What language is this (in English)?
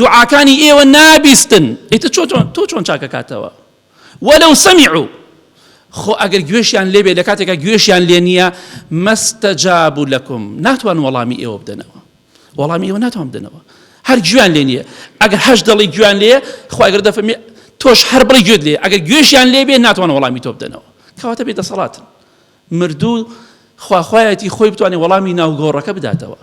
Central Kurdish